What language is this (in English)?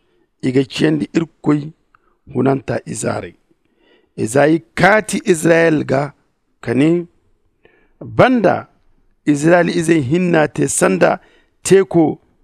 Zarma